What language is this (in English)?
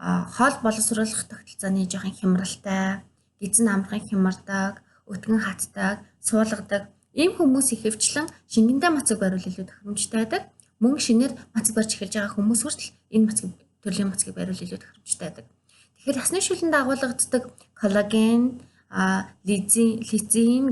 Mongolian